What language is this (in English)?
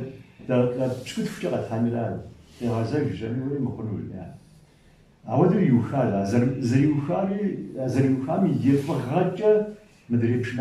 Kabardian